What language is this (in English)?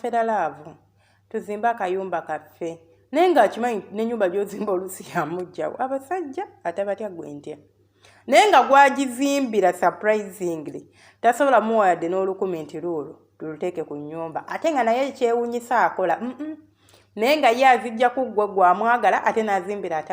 Ganda